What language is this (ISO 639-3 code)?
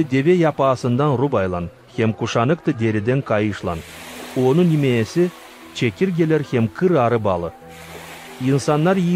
gag